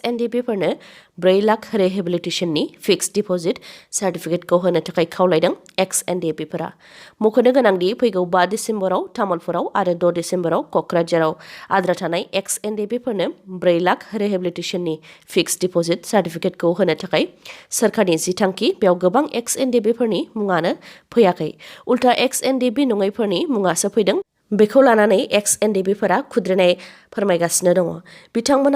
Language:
Bodo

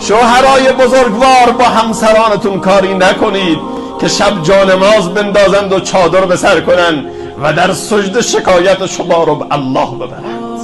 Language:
Persian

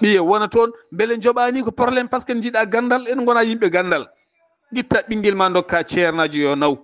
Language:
Fula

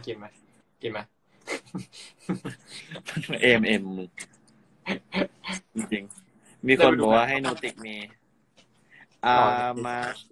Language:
Thai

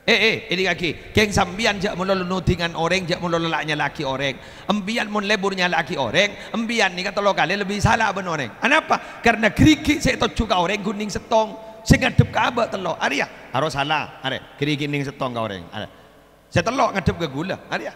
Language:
Madurese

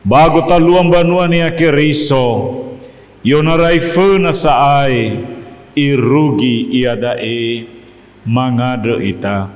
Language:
Nias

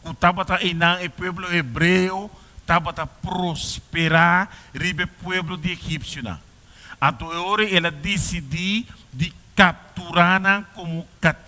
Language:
Papiamento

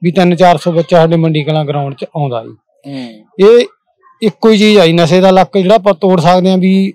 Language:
Punjabi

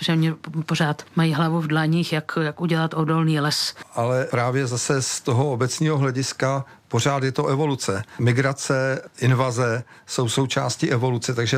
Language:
Czech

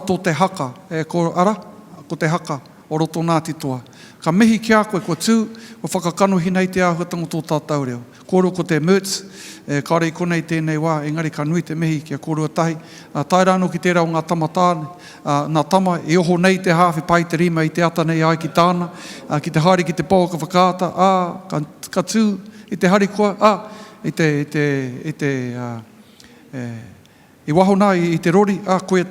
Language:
Māori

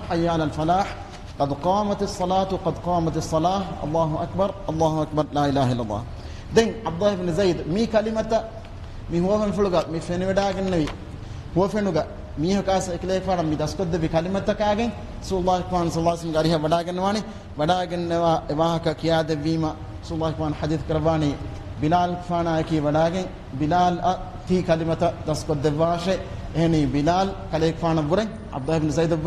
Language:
Divehi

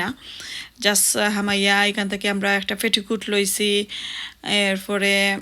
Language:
Sylheti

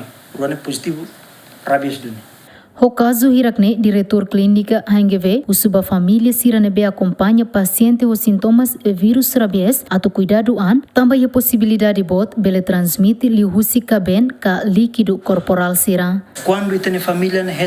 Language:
Tetum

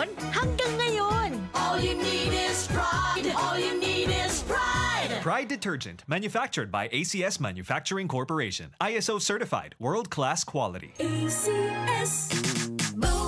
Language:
Bikol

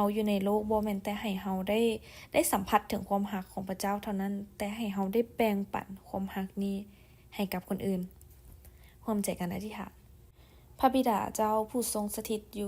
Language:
Lao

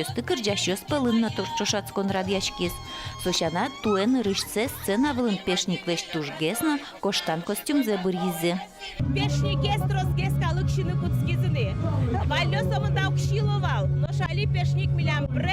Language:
Udmurt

